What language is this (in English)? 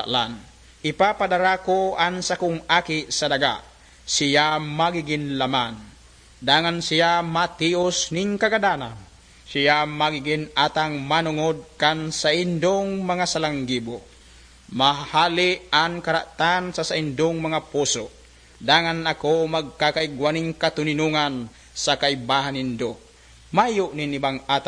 Bikol